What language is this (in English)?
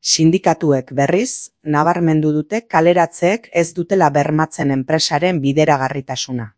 Basque